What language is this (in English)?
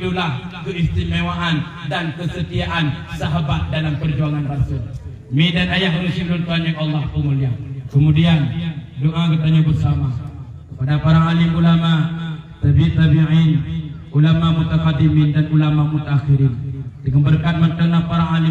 Achinese